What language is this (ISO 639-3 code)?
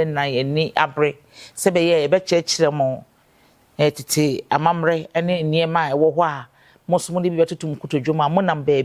aka